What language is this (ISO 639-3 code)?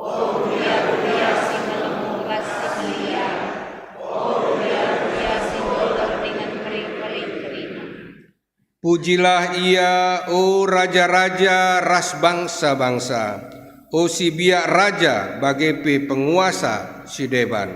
btx